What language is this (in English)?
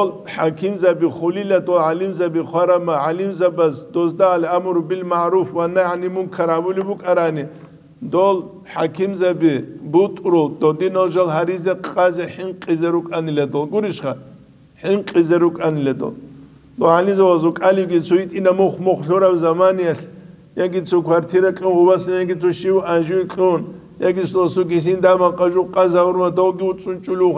Avaric